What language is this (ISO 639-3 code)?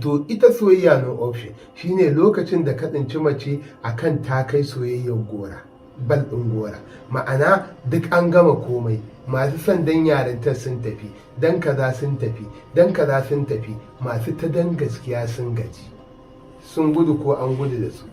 hau